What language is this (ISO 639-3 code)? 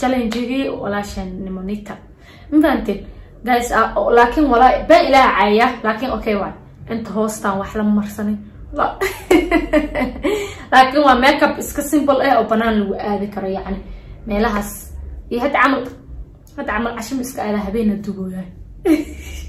som